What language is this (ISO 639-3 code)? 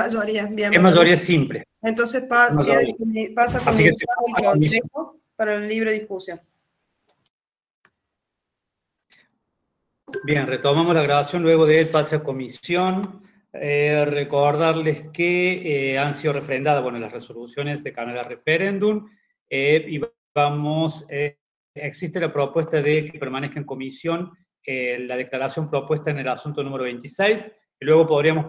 spa